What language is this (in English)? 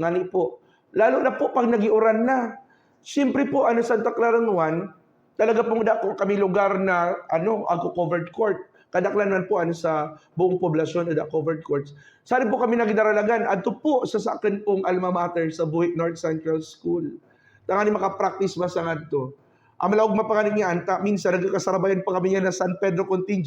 Buhi'non Bikol